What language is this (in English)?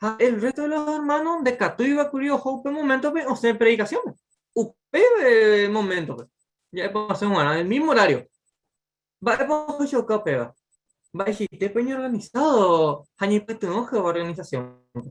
Guarani